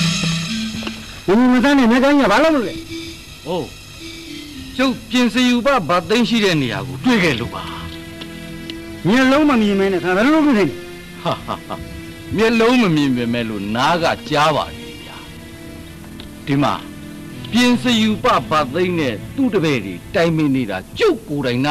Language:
Burmese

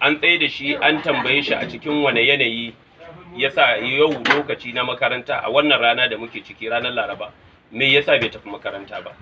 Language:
Hausa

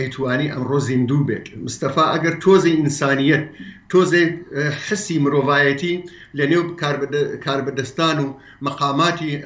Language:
Central Kurdish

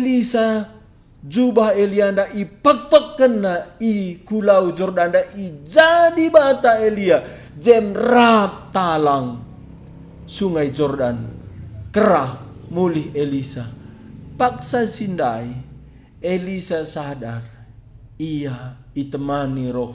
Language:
Batak Karo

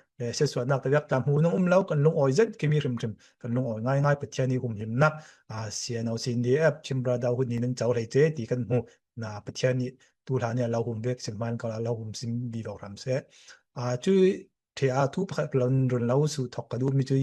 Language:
Falam Chin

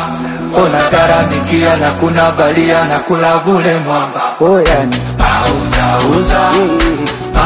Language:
Swahili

